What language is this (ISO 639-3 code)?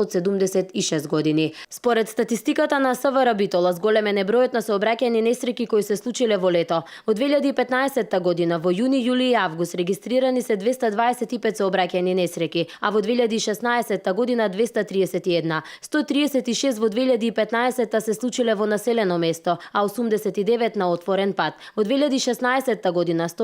mkd